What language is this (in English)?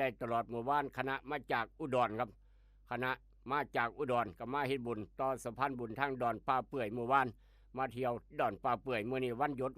Northeastern Thai